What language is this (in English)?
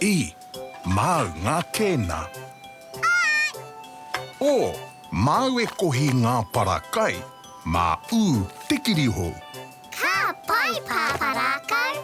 Māori